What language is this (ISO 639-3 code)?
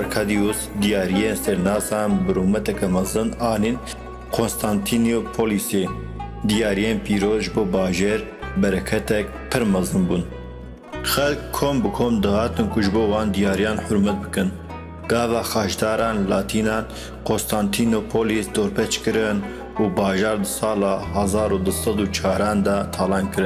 kur